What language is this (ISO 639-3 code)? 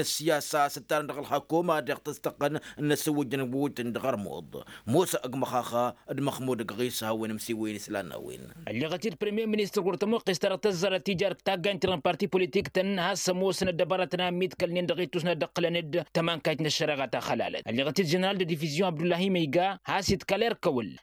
taq